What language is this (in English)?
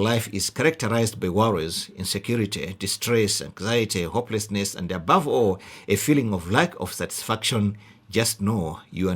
English